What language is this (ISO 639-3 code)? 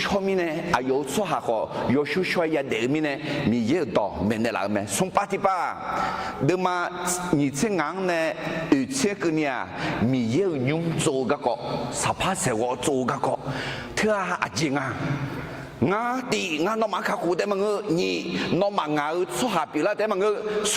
ahk